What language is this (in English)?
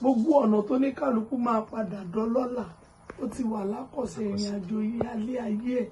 Yoruba